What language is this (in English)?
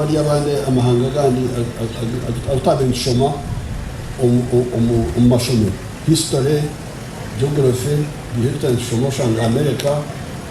Nyankole